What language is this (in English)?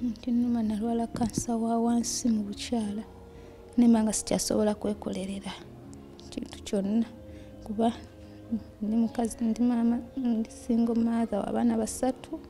Ganda